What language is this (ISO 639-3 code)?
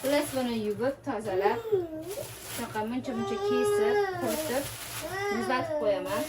uzb